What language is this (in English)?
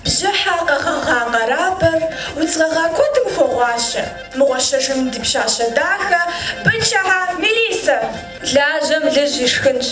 Kabardian